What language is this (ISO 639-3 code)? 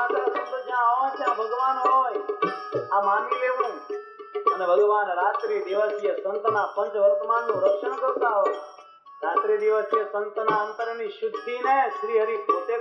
guj